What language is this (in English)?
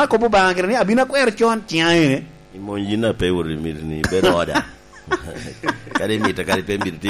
Lango (Uganda)